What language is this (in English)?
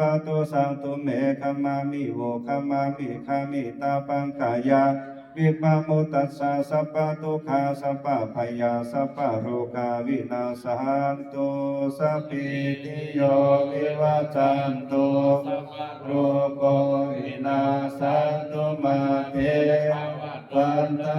Pali